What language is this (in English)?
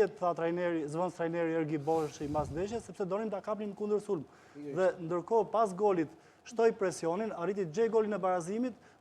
Albanian